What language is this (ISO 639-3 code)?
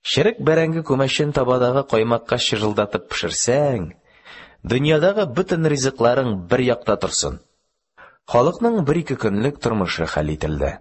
tat